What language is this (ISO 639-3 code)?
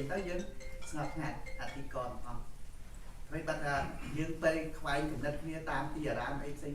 khm